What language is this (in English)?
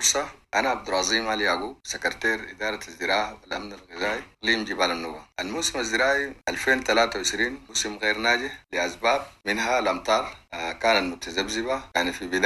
Sudanese Arabic